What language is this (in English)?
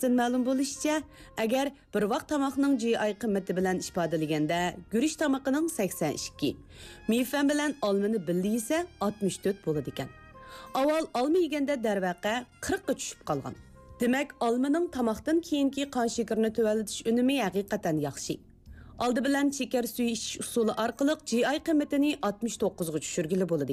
Uyghur